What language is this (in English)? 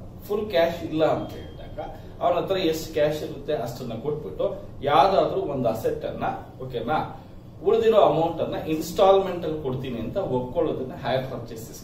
Kannada